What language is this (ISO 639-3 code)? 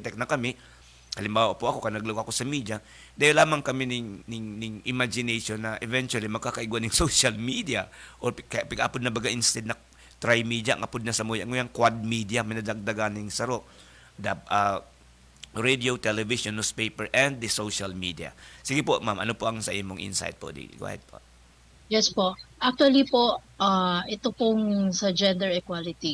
bik